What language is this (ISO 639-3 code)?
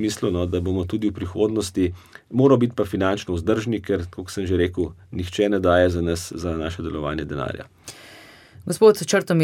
slv